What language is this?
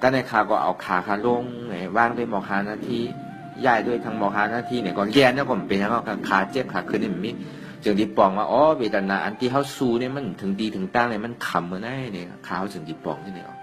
Shan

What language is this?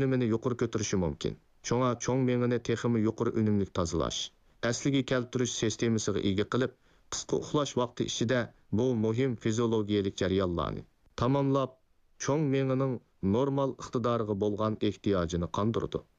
Uyghur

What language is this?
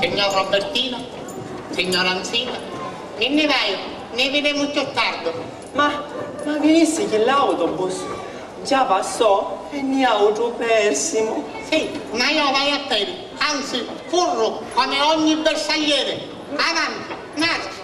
Sicilian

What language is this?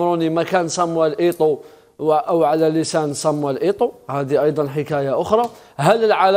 Algerian Arabic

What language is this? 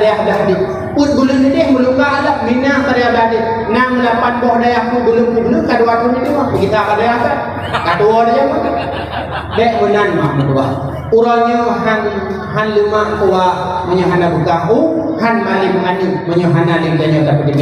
Achinese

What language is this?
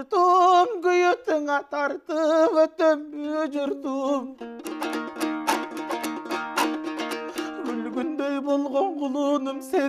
Kyrgyz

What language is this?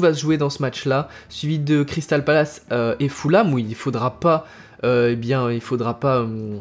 French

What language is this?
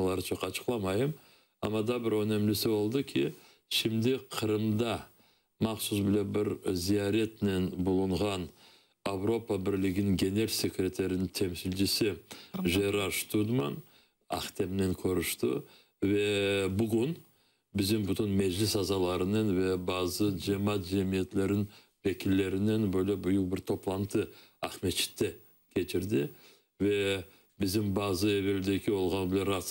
Crimean Tatar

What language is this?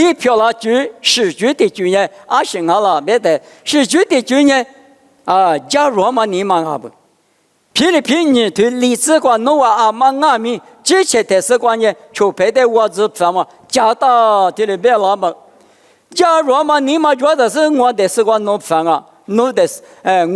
Lisu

